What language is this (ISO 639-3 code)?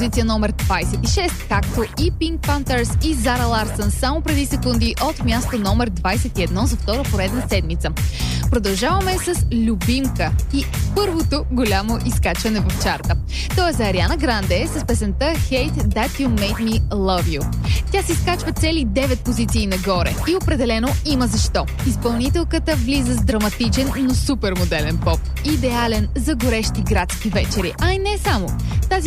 bul